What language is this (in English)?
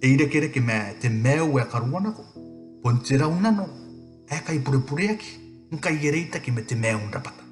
Gilbertese